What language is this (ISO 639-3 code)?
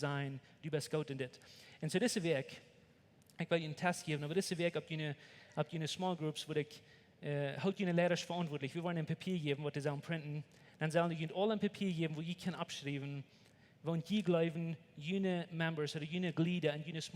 pdt